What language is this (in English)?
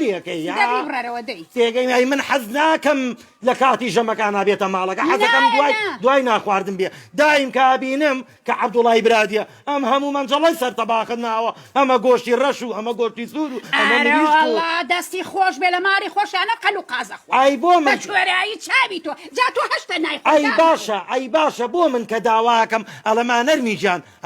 Central Kurdish